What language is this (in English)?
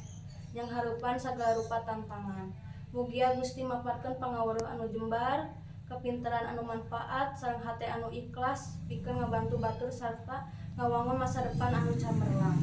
Sundanese